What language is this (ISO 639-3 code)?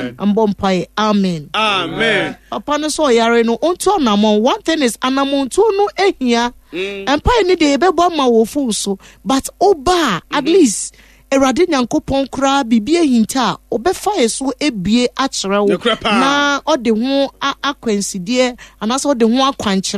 aka